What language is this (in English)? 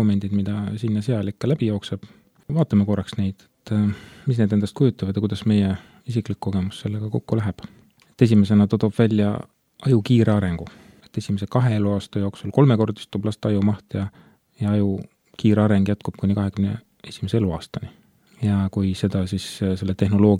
Estonian